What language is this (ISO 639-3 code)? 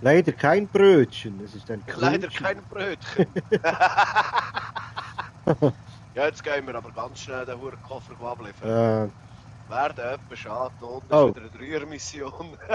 gsw